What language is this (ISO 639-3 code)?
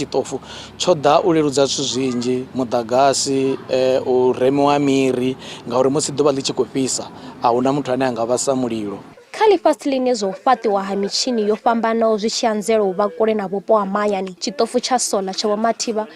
ven